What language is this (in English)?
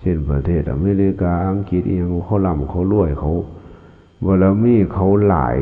Lao